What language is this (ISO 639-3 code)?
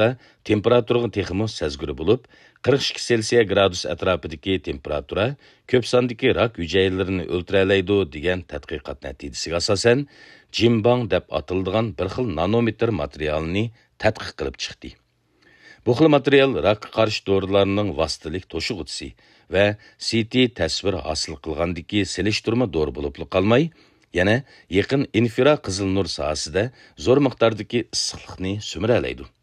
uig